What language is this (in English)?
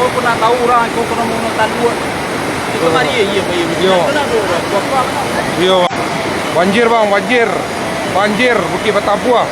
Minangkabau